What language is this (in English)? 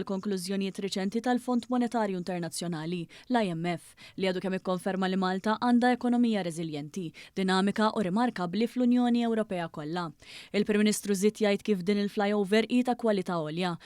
Maltese